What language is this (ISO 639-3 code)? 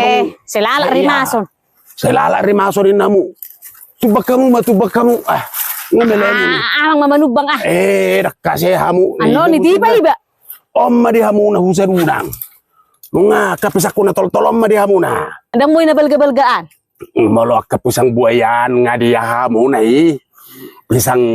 bbc